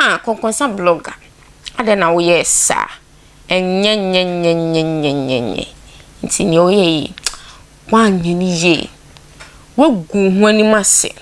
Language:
Akan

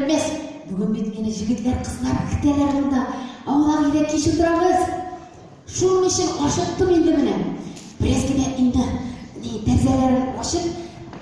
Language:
Tatar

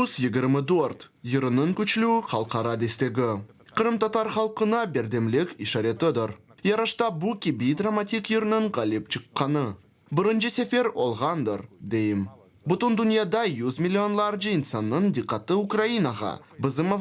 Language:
Crimean Tatar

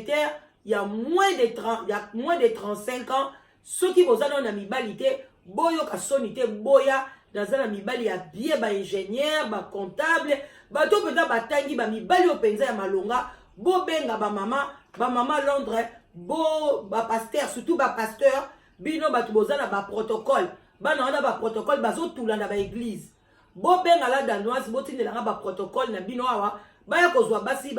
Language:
Lingala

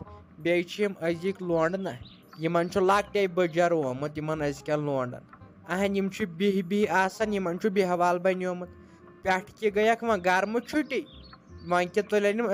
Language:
Kashmiri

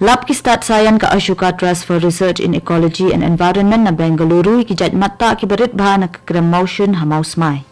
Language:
Khasi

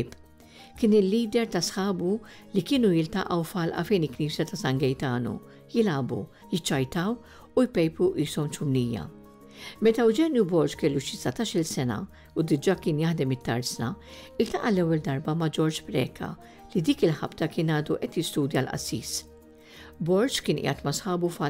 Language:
Maltese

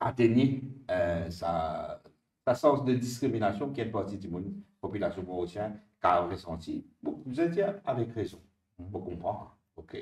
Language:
Morisyen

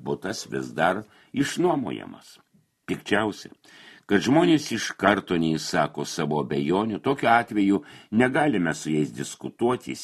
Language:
Lithuanian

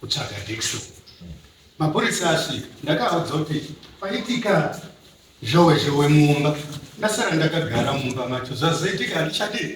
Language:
Shona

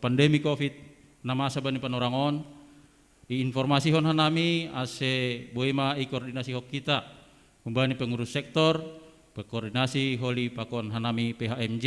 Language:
Batak Simalungun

